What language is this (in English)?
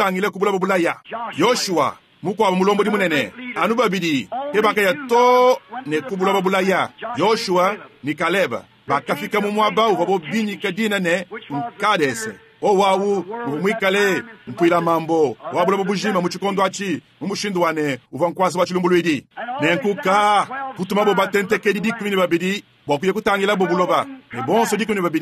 Luba-Lulua